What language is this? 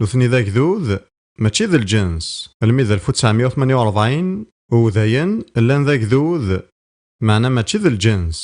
Kabyle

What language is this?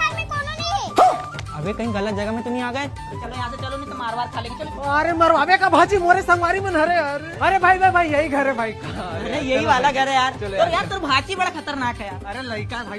Chhattisgarhi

